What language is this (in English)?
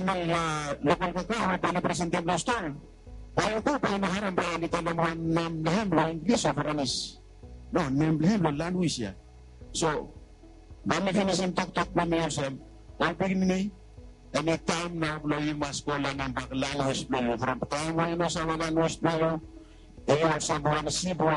Bislama